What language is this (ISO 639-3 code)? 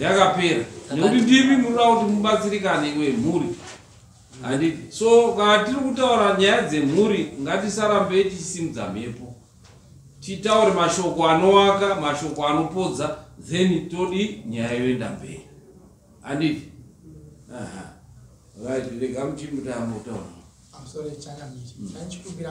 sna